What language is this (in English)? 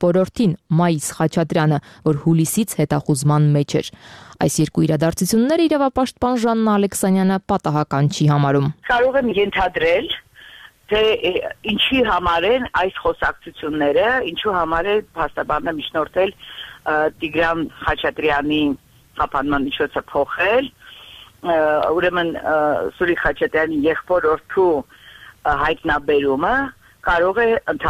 Armenian